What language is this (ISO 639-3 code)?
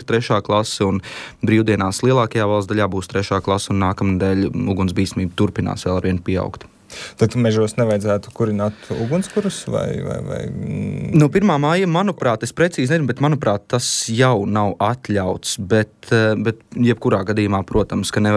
lav